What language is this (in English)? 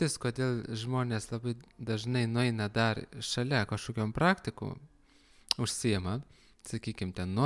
Lithuanian